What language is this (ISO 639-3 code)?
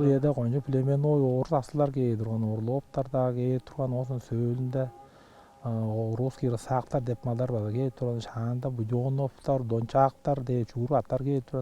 tyv